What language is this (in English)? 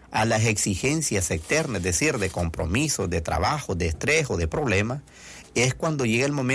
Spanish